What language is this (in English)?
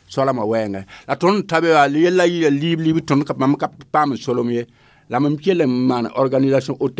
Mossi